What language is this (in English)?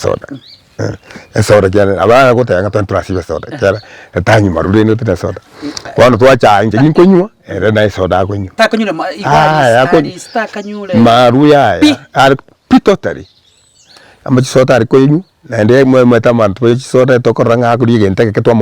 Gusii